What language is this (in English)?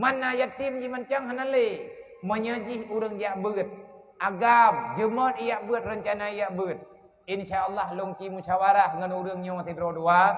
Achinese